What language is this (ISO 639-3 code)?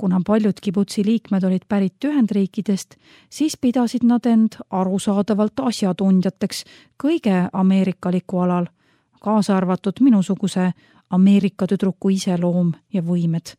est